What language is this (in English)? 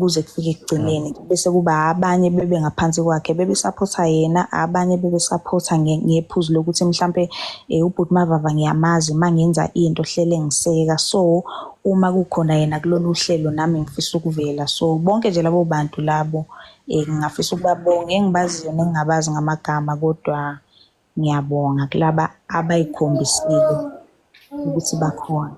Zulu